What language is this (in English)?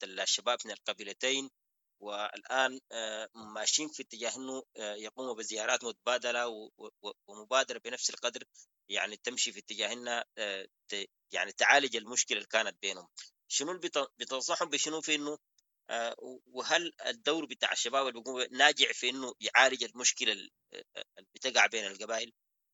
Sudanese Arabic